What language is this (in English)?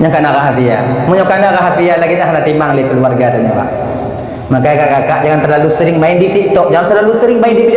Achinese